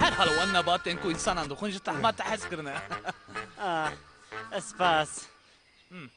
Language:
Kurdish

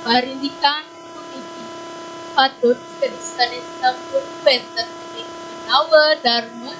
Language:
Balinese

